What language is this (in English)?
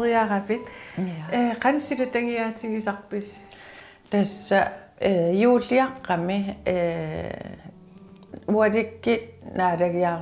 Kalaallisut